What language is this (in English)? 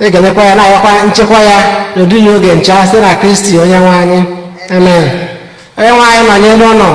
Igbo